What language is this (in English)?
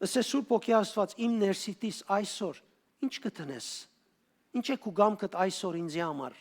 Western Armenian